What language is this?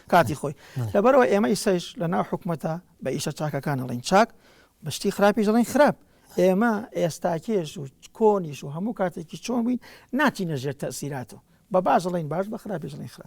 Central Kurdish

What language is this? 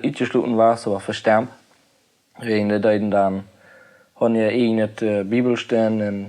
Plautdietsch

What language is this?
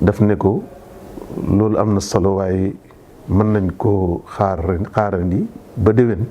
Wolof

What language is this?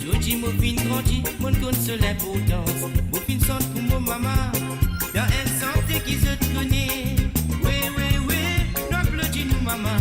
Morisyen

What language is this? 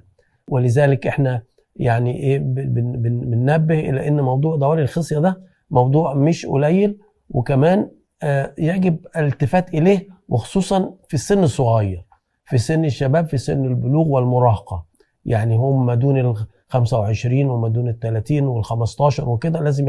Egyptian Arabic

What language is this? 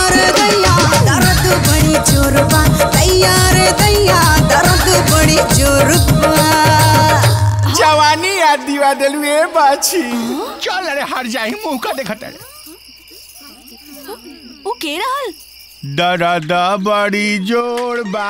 Bhojpuri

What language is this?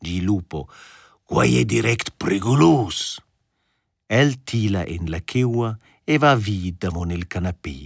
Romansh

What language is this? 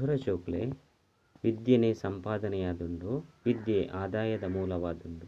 Tulu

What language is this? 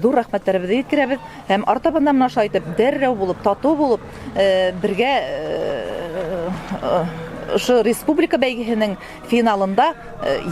Bashkir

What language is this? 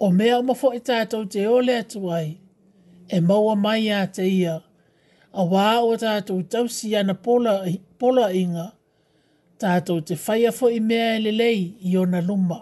Samoan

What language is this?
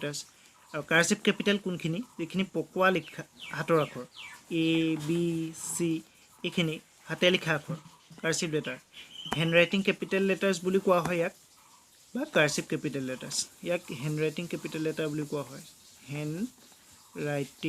Assamese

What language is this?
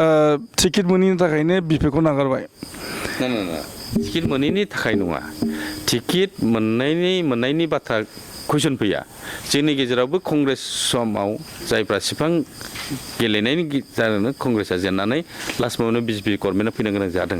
Bodo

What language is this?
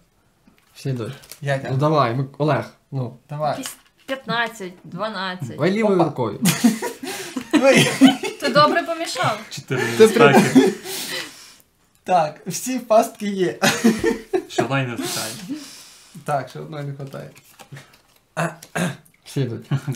Ukrainian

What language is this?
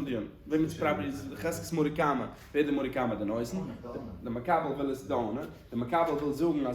Yiddish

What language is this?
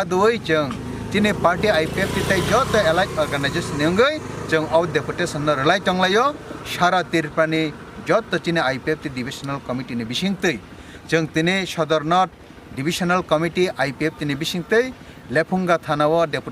Kok Borok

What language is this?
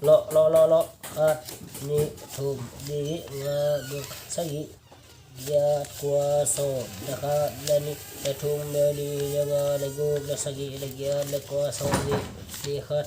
Paite Chin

